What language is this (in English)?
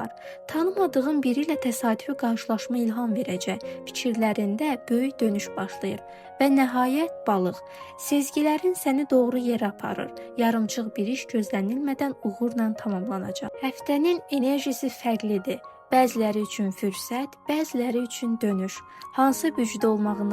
Azerbaijani